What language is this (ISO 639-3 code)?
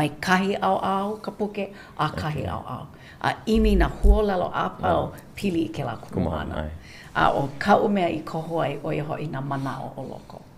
haw